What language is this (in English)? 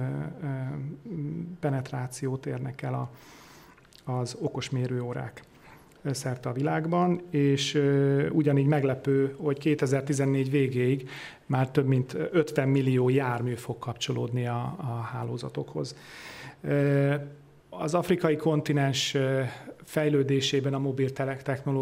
Hungarian